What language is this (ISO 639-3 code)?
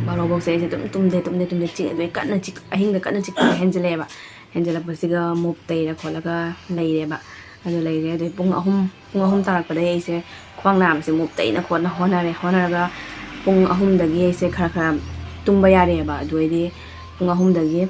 mni